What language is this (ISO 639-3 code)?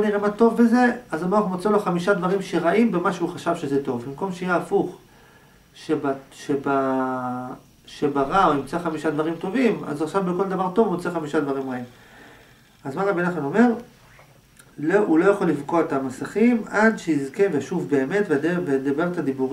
heb